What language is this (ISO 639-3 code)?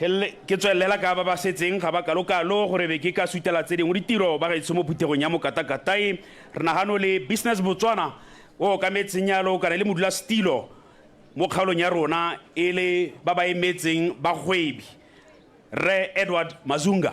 tsn